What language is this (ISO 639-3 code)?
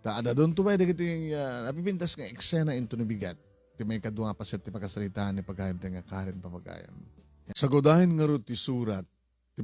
ilo